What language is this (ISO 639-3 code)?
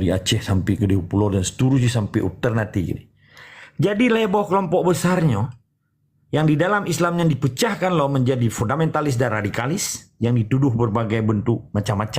ace